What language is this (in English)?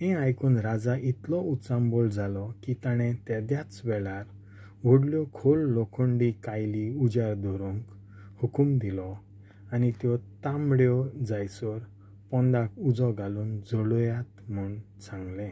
Konkani